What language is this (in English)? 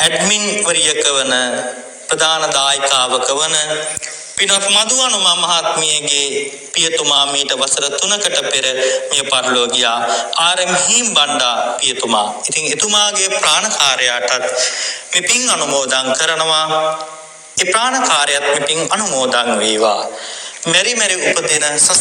Sinhala